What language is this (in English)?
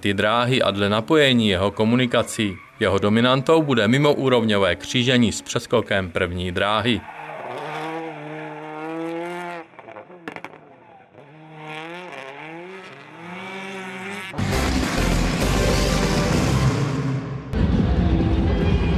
Czech